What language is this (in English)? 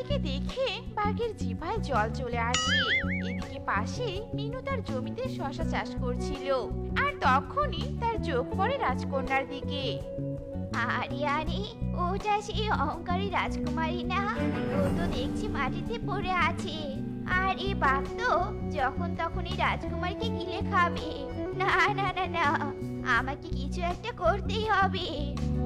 Bangla